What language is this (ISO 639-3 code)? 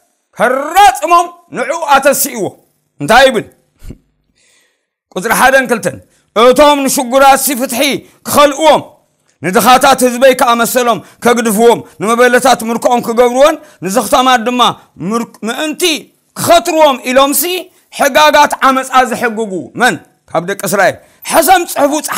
tir